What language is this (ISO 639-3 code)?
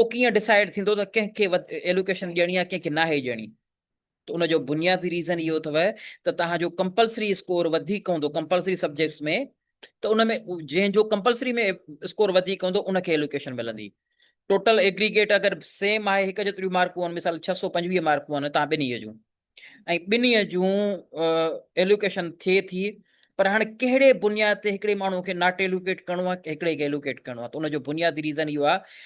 snd